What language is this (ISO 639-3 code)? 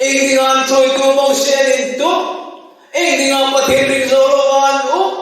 hmr